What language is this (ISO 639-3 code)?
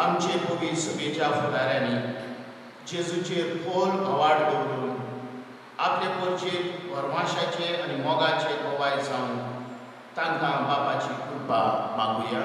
kok